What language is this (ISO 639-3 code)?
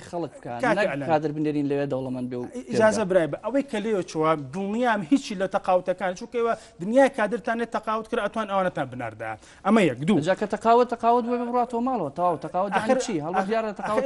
ckb